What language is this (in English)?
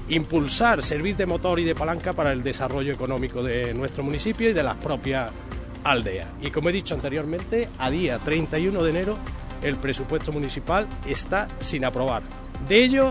Spanish